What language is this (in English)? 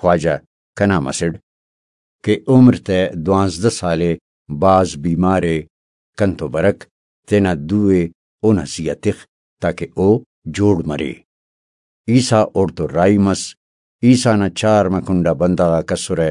Brahui